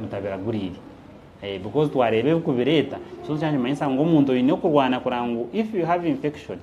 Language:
Nyankole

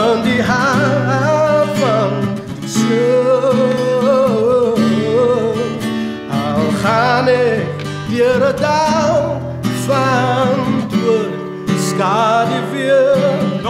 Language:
Afrikaans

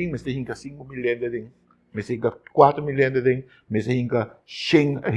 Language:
Papiamento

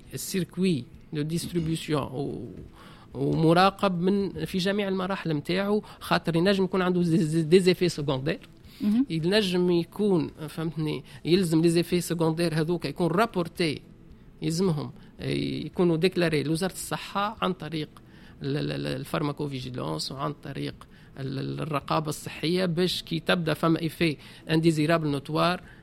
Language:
Tunisian Arabic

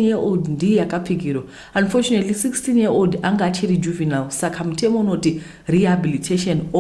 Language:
Shona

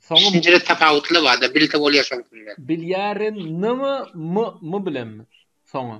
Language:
Turkmen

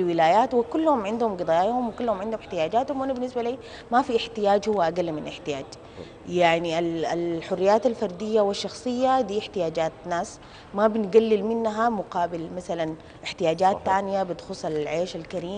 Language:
Sudanese Arabic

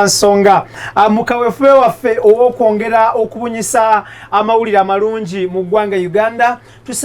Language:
Ganda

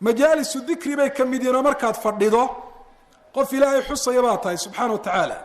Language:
Somali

